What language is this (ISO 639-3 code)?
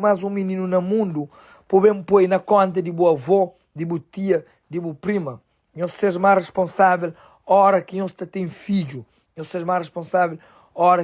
kea